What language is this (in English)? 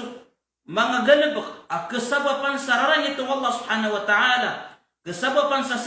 Maranao